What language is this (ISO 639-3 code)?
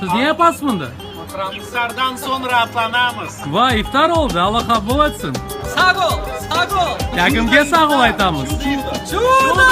crh